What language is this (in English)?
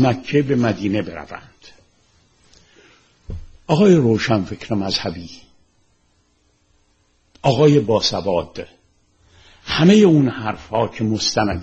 Persian